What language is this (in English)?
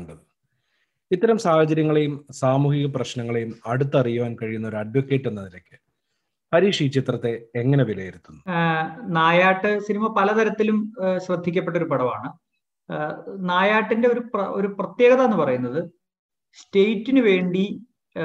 Malayalam